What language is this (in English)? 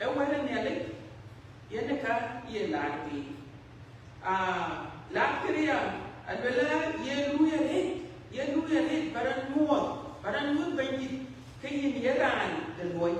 Dinka